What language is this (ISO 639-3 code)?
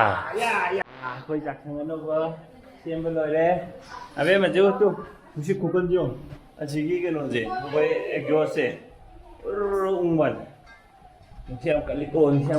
mni